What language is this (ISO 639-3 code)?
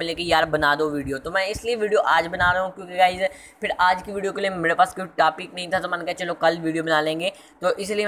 hin